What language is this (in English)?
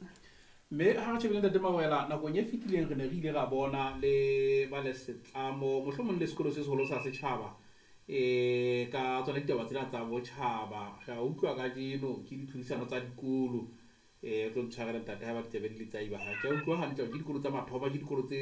Southern Sotho